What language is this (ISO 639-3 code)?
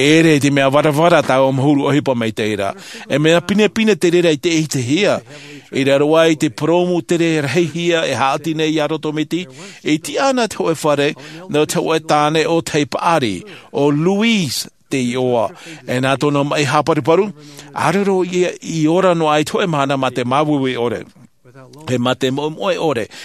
tah